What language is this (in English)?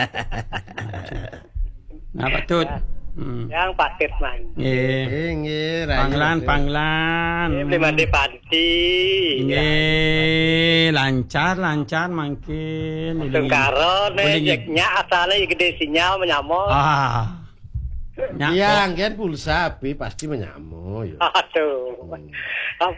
Balinese